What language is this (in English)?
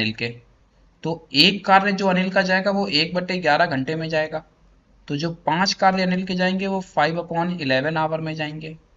Hindi